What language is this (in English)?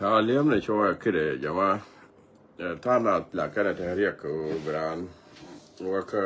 Nuer